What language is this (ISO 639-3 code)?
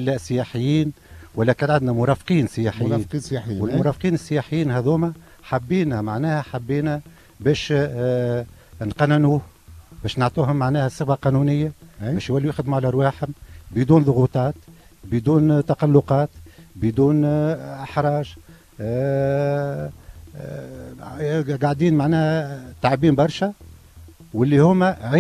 aeb